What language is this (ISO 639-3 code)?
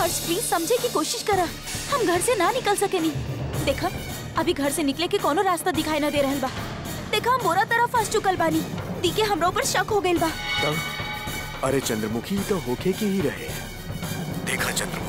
bho